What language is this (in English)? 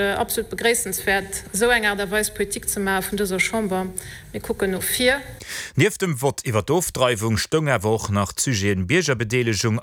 Luxembourgish